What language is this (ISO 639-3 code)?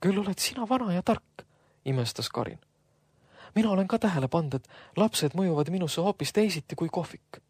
est